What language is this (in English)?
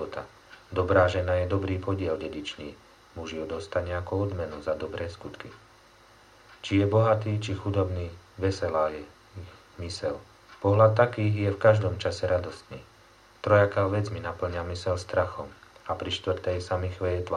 Slovak